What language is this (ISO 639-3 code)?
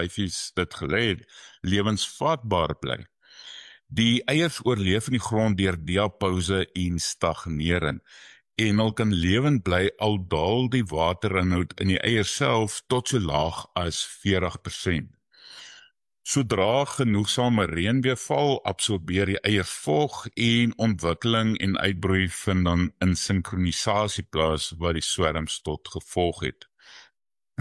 afr